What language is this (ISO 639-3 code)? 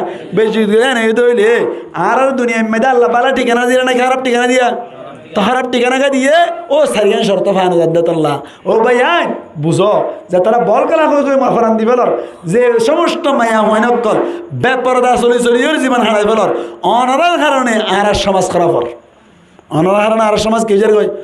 rhg